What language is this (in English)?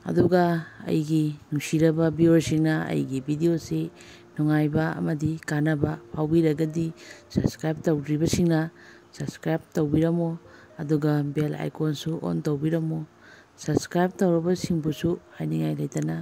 Manipuri